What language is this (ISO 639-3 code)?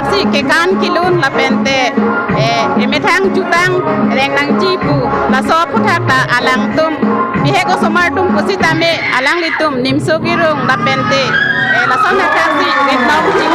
mjw